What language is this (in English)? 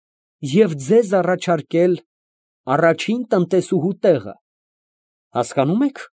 Armenian